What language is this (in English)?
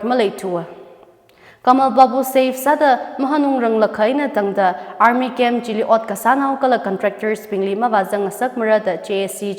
Tangkhul Naga (India)